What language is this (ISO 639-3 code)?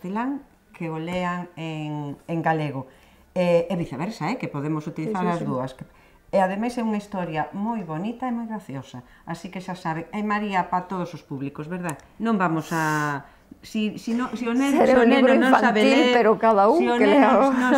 glg